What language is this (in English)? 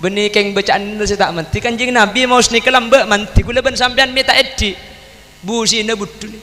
Madurese